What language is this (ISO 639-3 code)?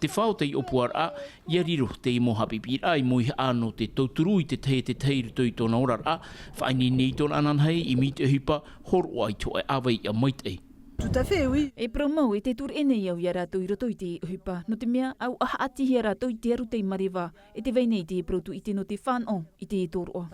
tah